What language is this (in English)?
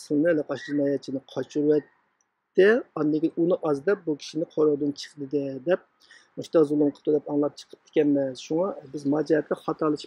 Uyghur